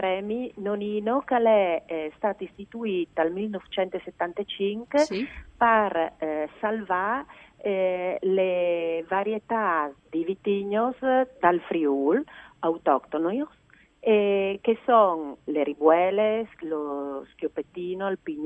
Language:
Friulian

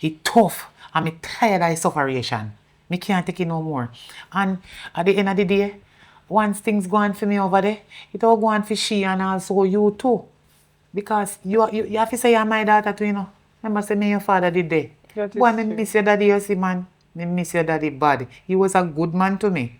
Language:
Jamaican Creole English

